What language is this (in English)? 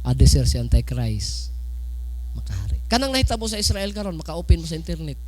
Cebuano